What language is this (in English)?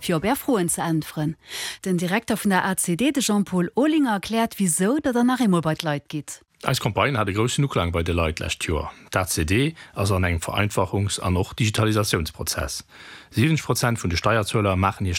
Luxembourgish